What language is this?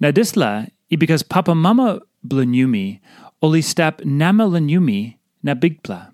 Tok Pisin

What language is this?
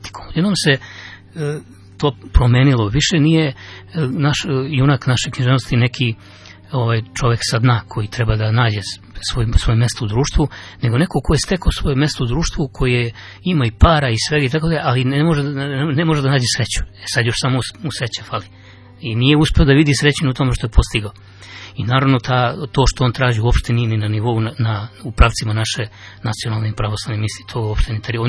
Serbian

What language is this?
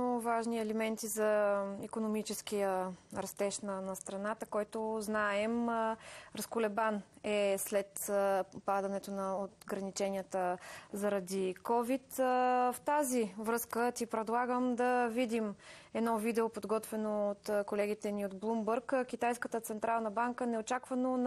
Bulgarian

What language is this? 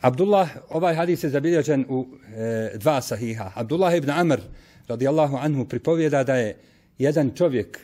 Bosnian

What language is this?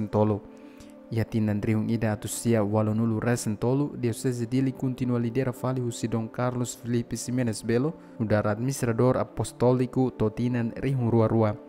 Tetum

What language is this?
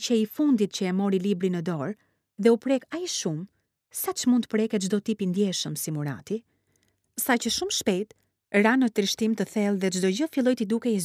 Albanian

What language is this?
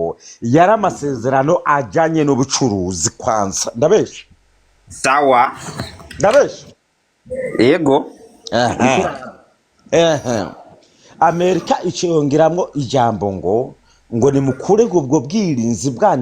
Rundi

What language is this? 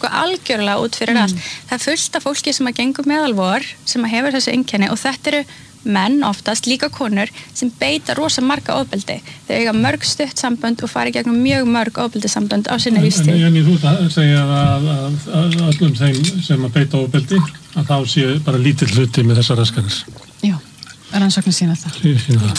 Icelandic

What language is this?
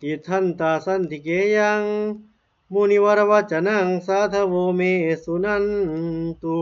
Pali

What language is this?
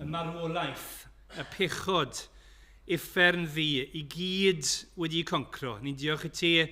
Welsh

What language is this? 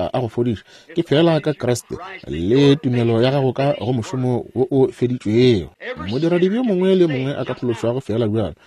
Northern Sotho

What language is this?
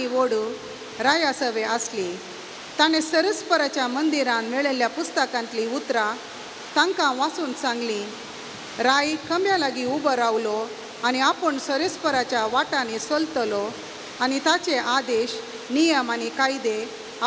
Konkani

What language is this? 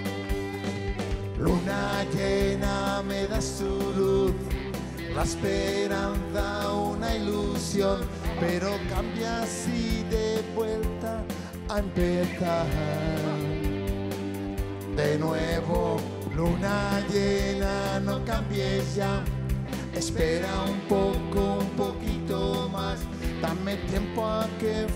Spanish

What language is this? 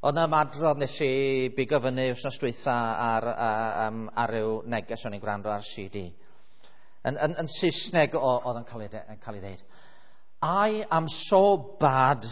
Welsh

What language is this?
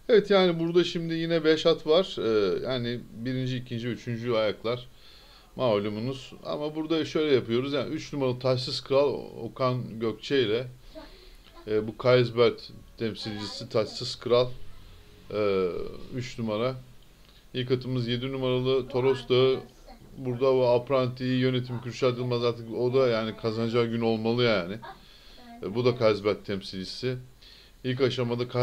Turkish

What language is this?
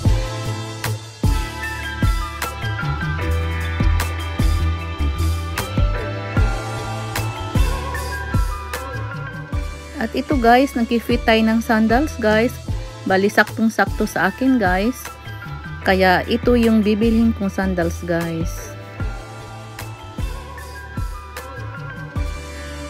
Filipino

